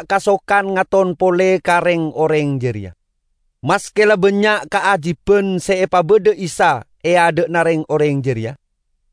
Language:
Madurese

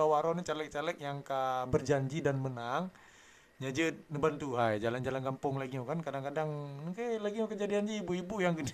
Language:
Achinese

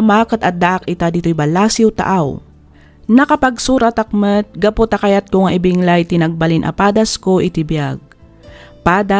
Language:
Iloko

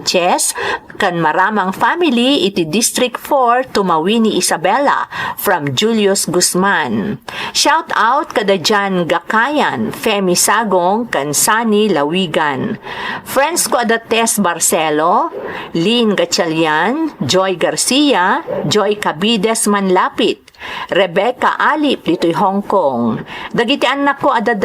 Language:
Iloko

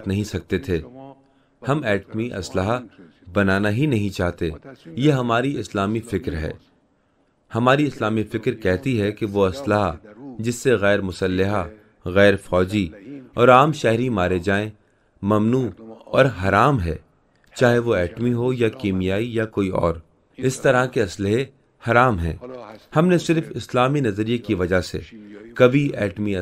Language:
Urdu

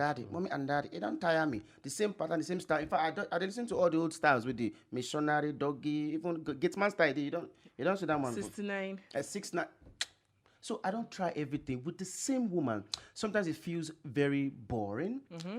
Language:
Nigerian Pidgin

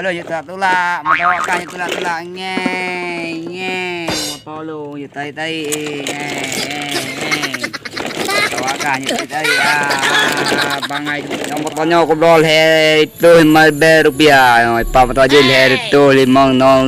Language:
Achinese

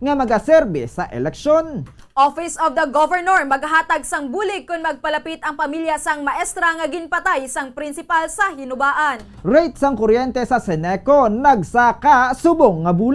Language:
Hiligaynon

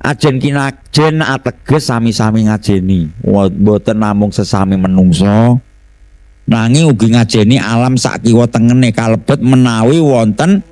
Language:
Javanese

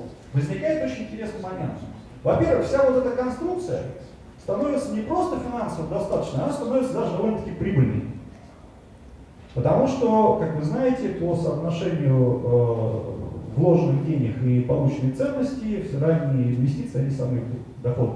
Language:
Russian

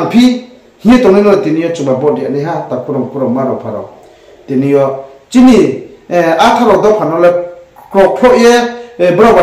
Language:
Riang (India)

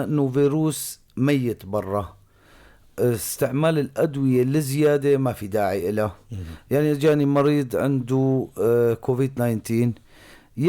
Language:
North Levantine Arabic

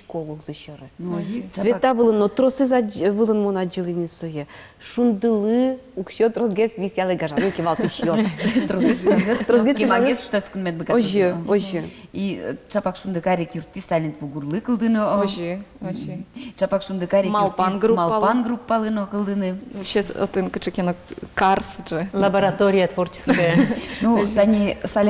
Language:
Udmurt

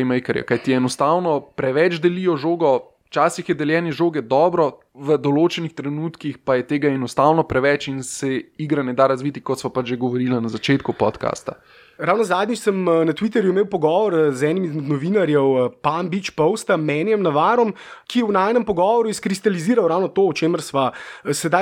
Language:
Slovenian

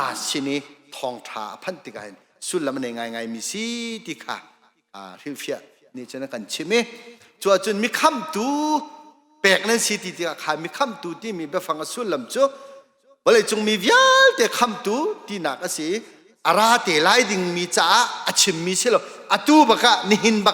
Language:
Hakha Chin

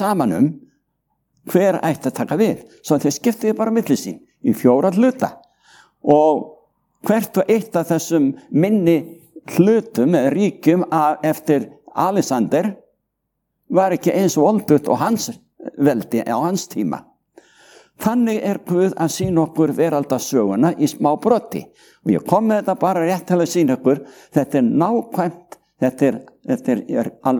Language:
Icelandic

